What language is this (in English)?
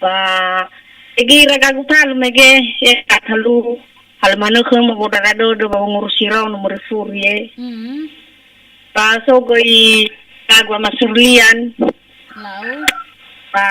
Nias